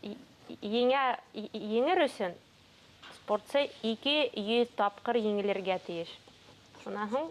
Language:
Bashkir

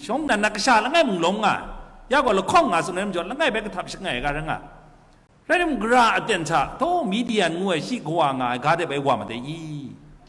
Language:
Kachin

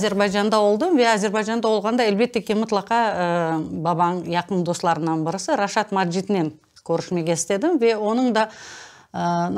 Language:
Crimean Tatar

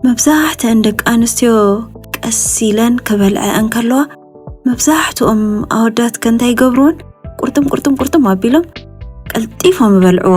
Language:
Tigrinya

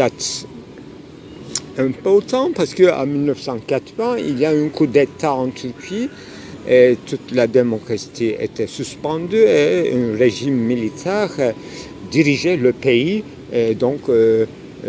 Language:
French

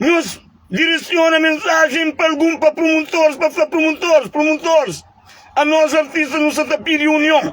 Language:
Kabuverdianu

